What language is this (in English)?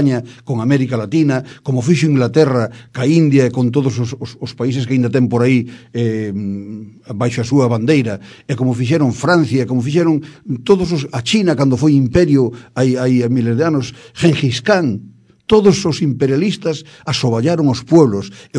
Galician